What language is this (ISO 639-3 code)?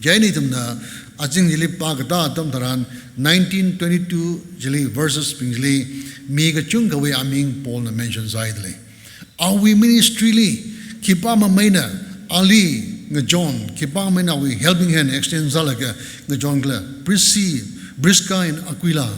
nmf